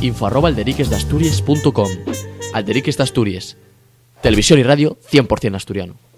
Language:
Asturian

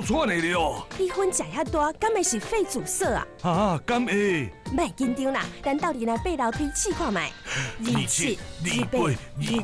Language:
Min Nan Chinese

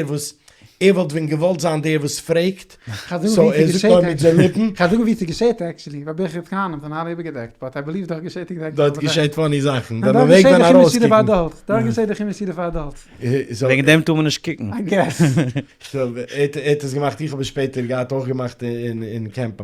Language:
Yiddish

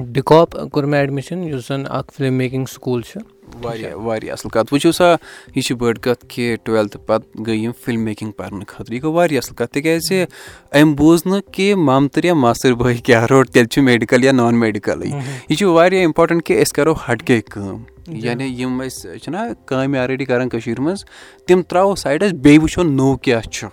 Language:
Kashmiri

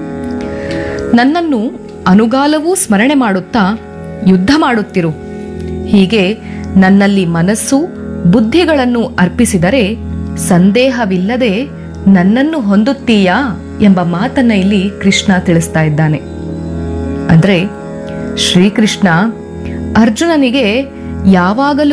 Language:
Kannada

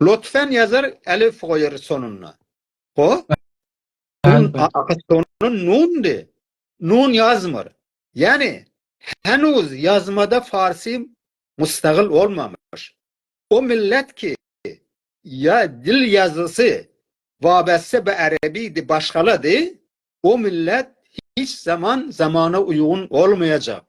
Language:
South Azerbaijani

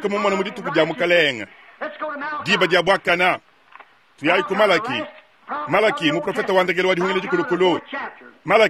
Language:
Luba-Lulua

